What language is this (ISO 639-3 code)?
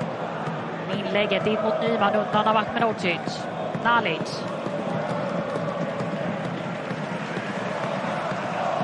swe